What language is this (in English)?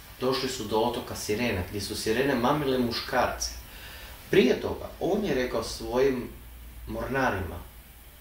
Croatian